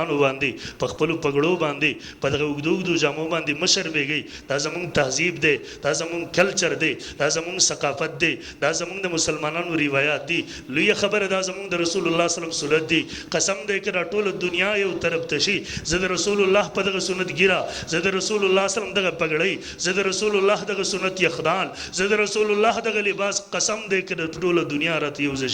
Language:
Pashto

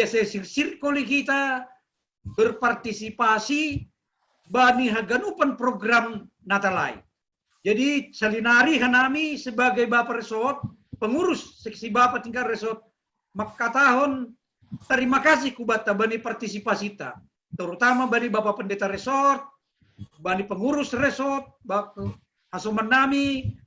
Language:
Batak Simalungun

